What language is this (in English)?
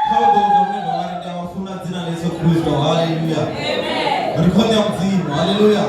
Venda